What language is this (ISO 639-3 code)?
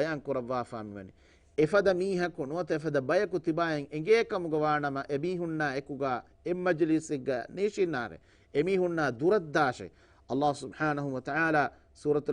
div